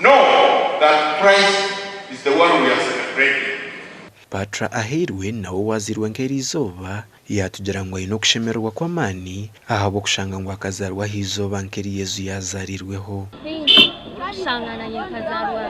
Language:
Nyankole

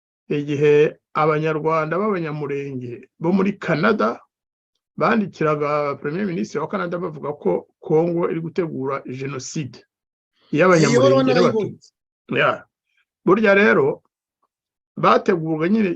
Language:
Kinyarwanda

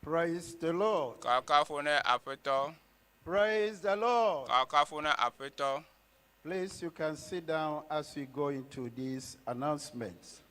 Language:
Ewe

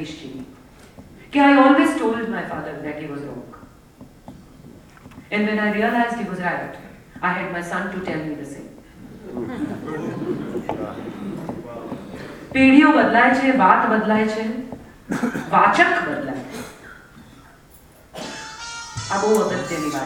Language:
Gujarati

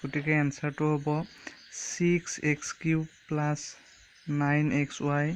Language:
Assamese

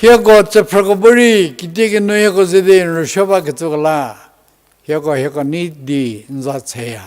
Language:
Angami Naga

